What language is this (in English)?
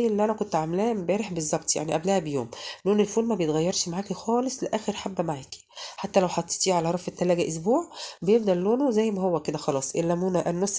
Egyptian Arabic